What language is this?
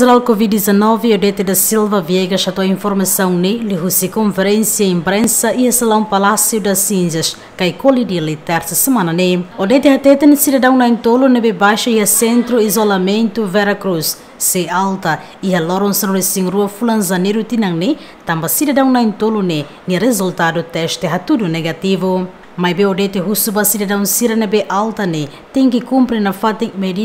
Tetum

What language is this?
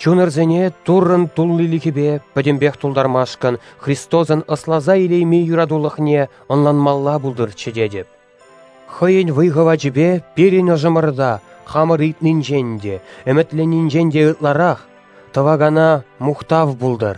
Chuvash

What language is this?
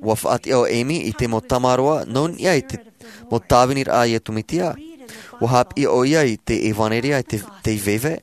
Tahitian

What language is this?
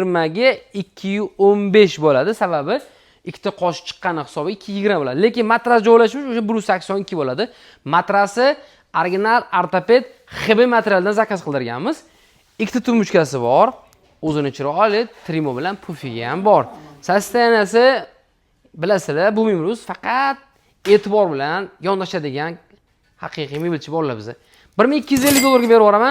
Uzbek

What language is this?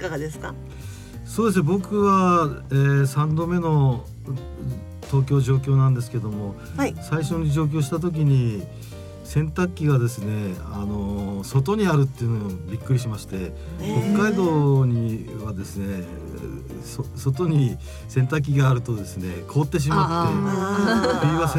Japanese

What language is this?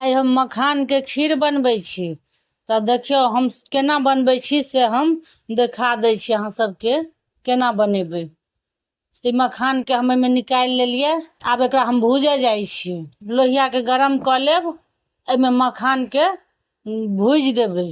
Maithili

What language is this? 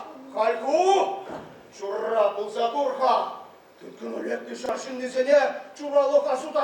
Chuvash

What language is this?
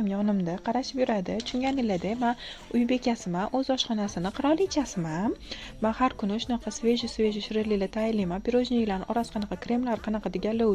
Uzbek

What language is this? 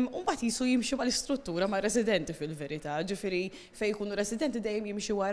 Maltese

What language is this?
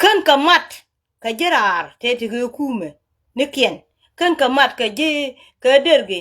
Nuer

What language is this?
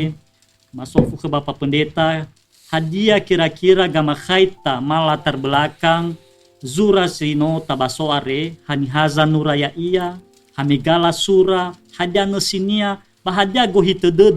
Nias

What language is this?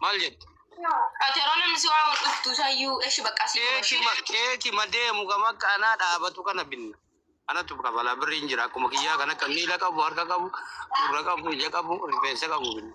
Oromo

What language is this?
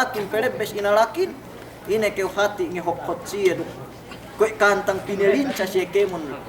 Yakan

